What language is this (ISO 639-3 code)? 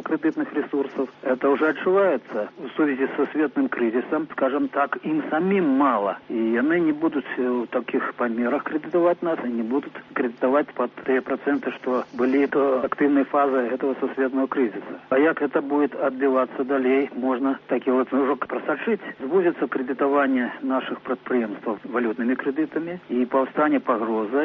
bel